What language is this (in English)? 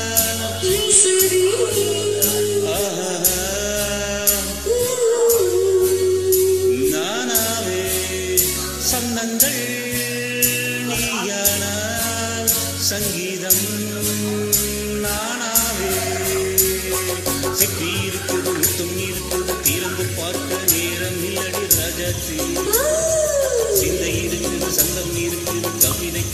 Tamil